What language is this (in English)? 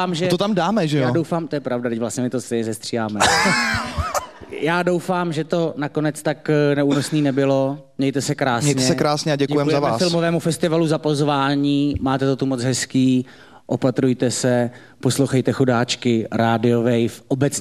Czech